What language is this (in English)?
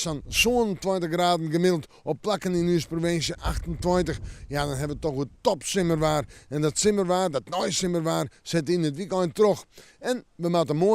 Western Frisian